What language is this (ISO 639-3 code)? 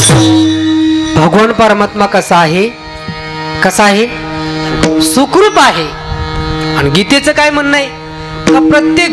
mar